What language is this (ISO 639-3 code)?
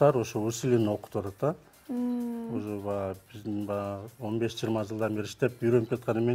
kir